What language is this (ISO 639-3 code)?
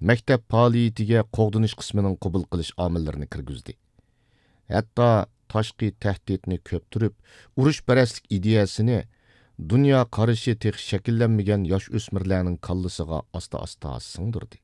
uig